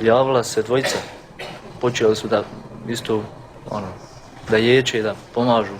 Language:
Bosnian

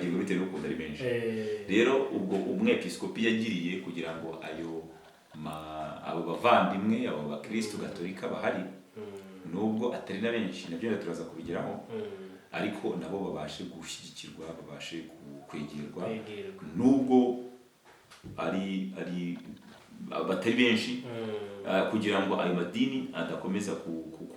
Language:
Kinyarwanda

